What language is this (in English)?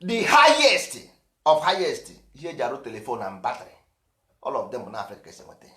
Igbo